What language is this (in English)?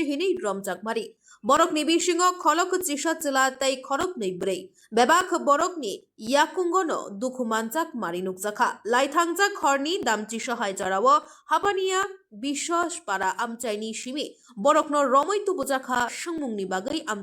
Kok Borok